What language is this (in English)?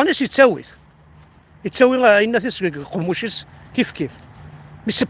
Kabyle